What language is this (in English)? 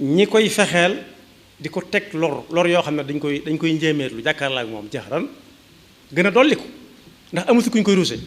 Wolof